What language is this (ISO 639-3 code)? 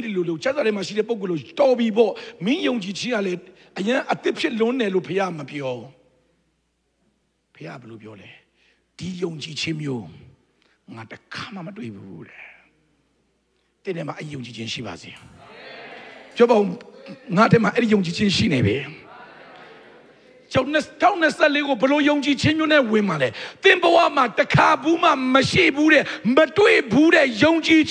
mya